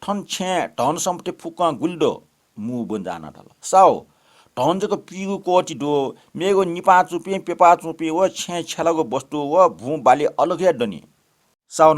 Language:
Newari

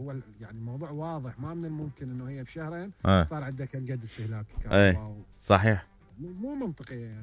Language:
Mesopotamian Arabic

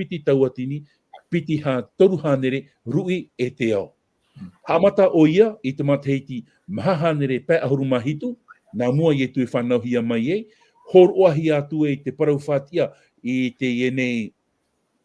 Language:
Tahitian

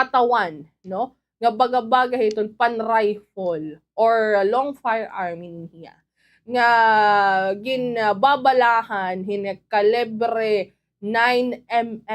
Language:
Waray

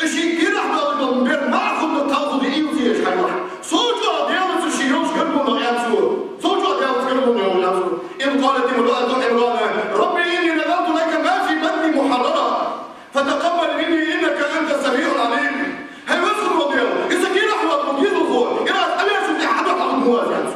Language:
Ingush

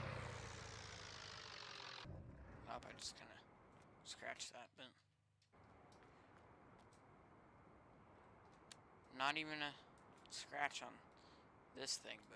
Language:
English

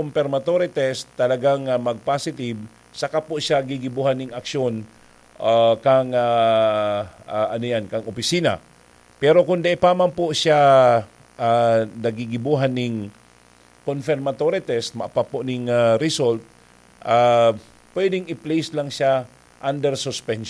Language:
Bikol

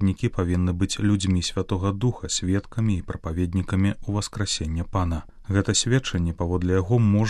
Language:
Belarusian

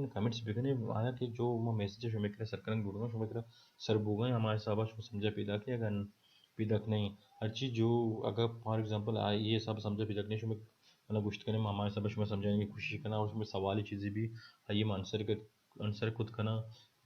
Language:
Baluchi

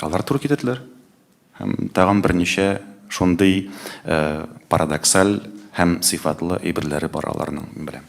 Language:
Tatar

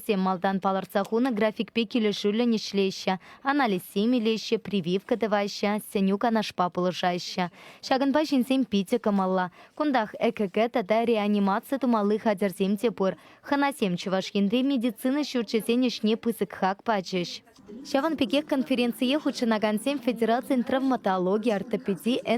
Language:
Chuvash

